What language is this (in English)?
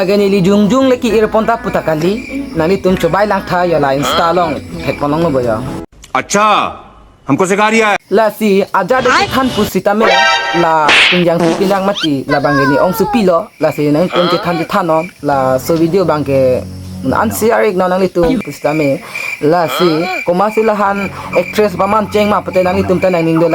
Karbi